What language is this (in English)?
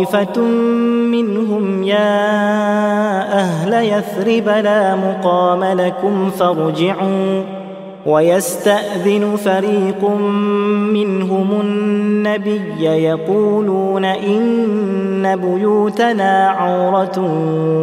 Arabic